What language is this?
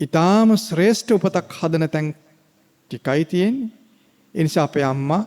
Sinhala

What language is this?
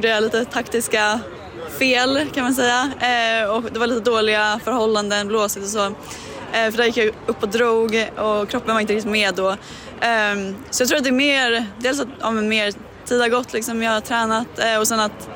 Swedish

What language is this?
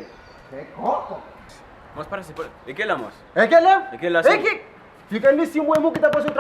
Kabuverdianu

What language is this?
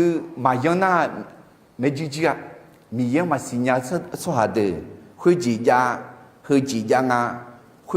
Akha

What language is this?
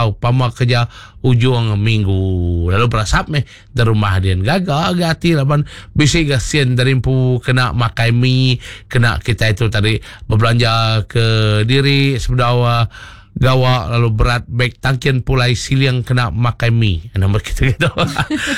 Iban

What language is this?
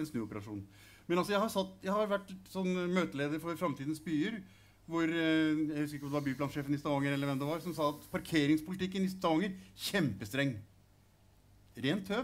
Norwegian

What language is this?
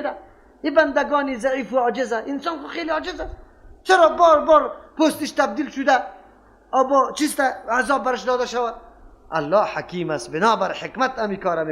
Persian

